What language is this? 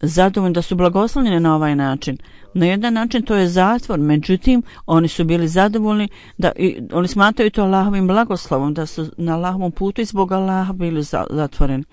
Bosnian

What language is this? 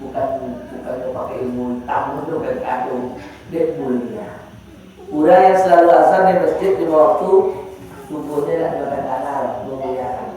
Minangkabau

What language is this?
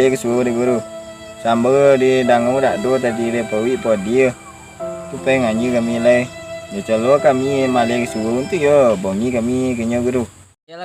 Minangkabau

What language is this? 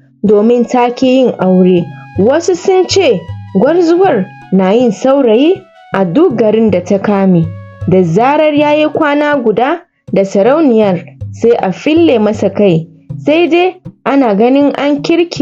Hausa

